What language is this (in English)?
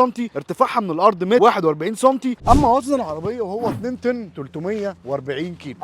Egyptian Arabic